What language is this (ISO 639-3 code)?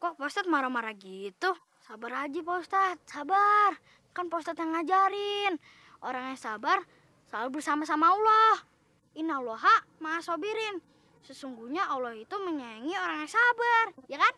bew